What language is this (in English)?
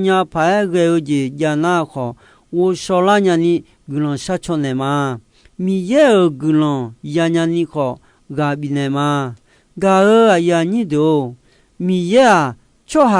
Akha